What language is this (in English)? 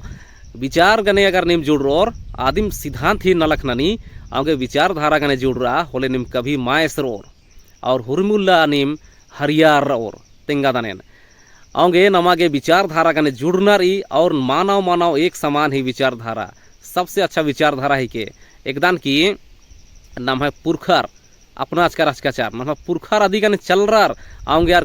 Kurukh